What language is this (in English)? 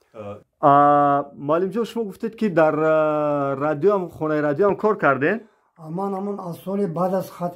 Tajik